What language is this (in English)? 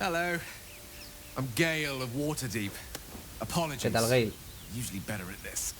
Asturian